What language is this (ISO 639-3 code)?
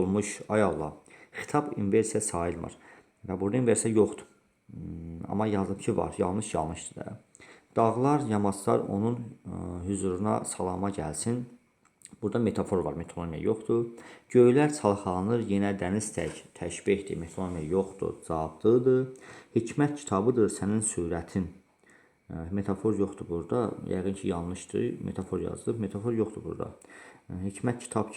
aze